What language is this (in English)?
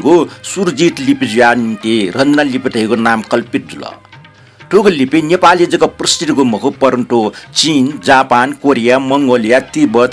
Newari